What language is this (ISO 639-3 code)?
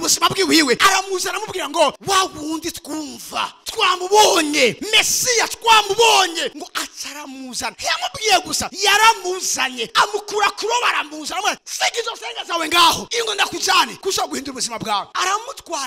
run